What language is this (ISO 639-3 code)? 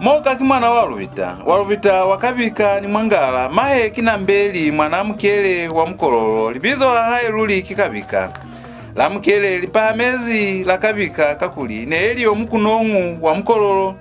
loz